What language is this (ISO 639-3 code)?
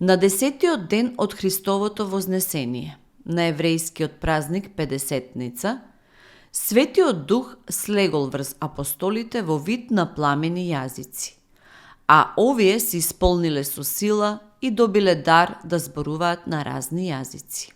mkd